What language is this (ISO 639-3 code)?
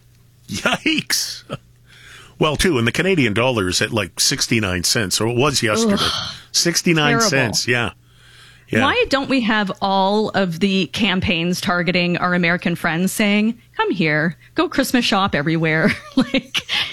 eng